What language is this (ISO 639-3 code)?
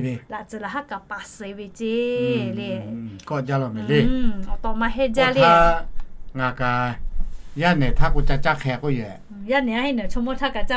lhu